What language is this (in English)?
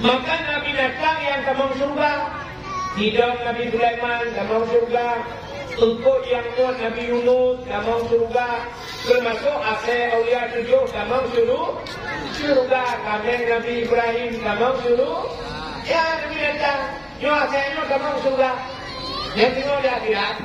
Achinese